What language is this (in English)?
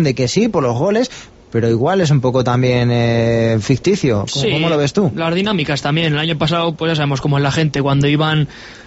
Spanish